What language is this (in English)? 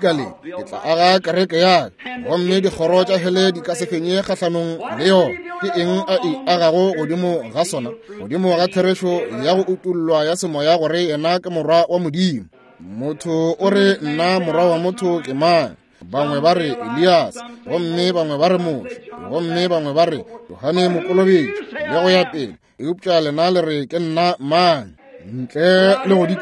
Northern Sotho